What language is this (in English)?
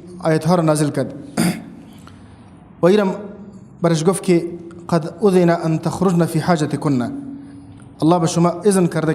Persian